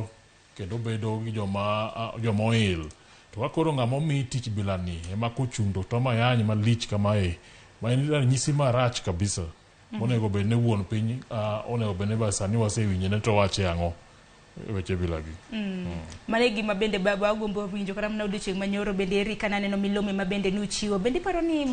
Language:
Luo (Kenya and Tanzania)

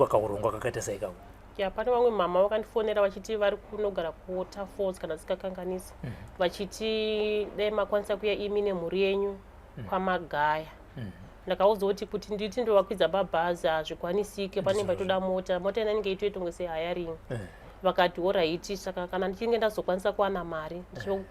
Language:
Shona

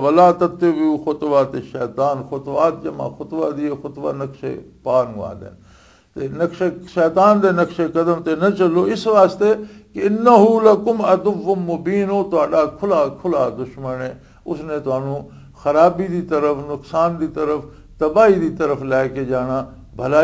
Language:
Western Panjabi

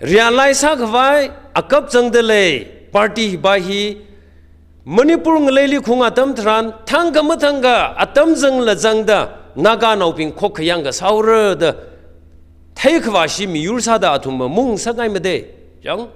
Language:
Tangkhul Naga (India)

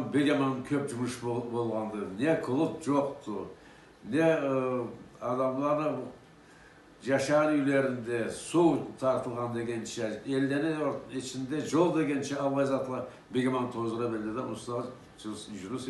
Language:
Karachay-Balkar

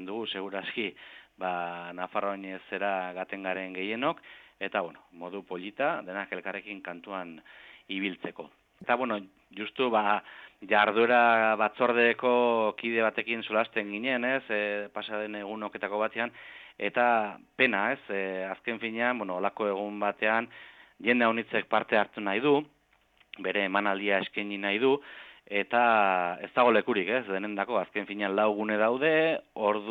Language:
Basque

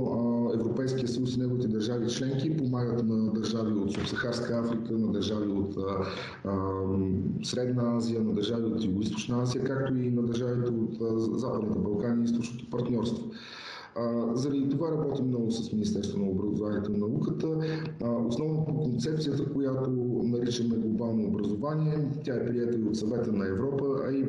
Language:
Bulgarian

